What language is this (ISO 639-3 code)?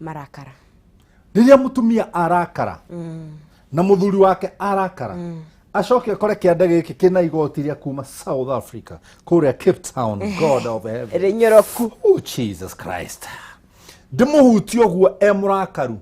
kik